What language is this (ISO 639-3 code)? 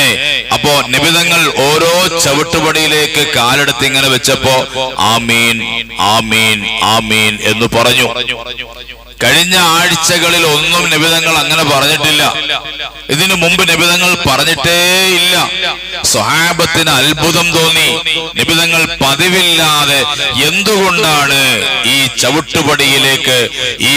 mal